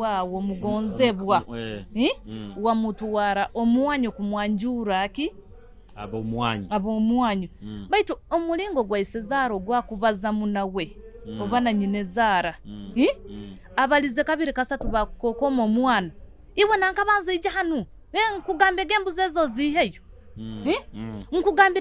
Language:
Nyoro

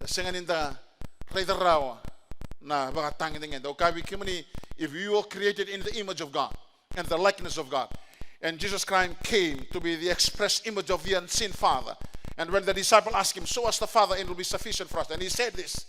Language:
Fijian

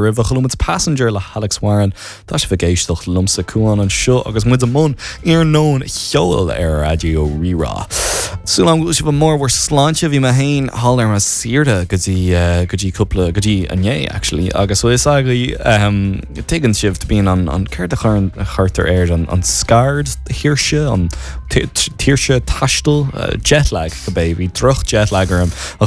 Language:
Irish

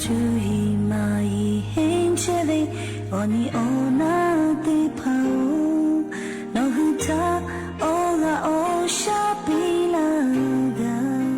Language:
Lahu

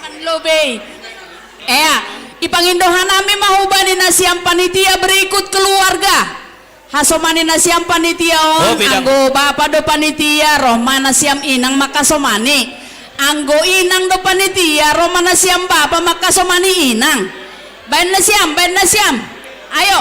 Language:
Batak Simalungun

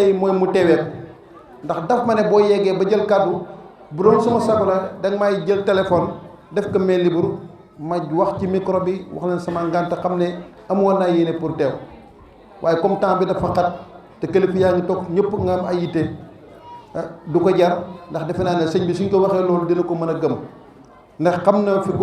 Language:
Wolof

